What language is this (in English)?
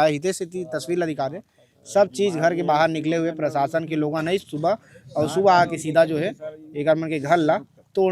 Chhattisgarhi